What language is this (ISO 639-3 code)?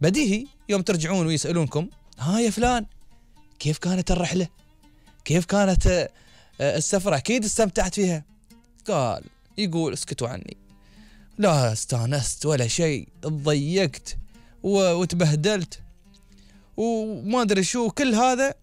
afb